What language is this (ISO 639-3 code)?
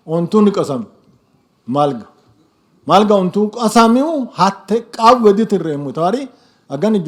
sid